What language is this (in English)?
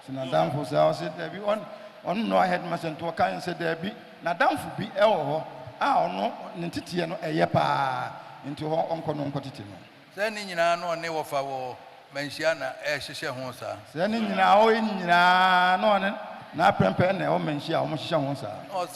Akan